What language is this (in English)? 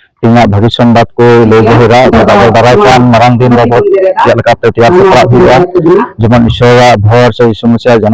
Santali